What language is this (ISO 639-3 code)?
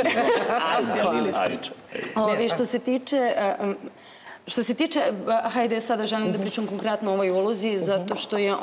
srp